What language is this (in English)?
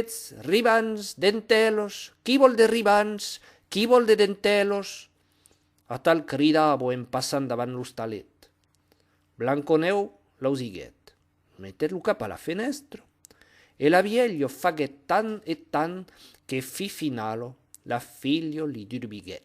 Occitan